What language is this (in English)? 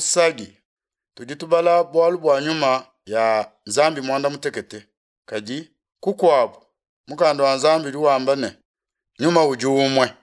Luba-Lulua